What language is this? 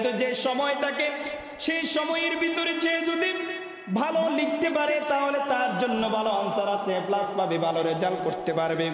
Bangla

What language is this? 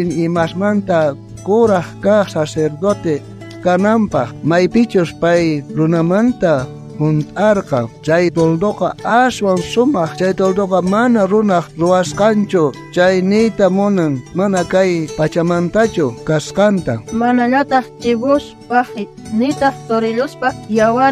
South Bolivian Quechua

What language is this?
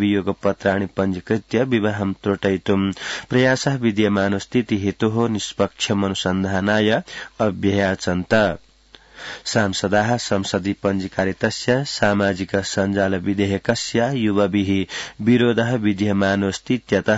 Sanskrit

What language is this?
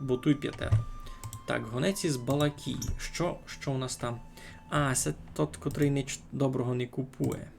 Rusyn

